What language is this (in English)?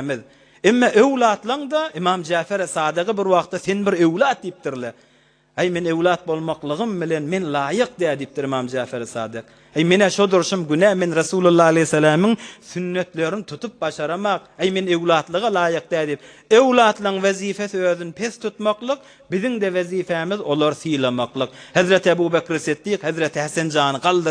Turkmen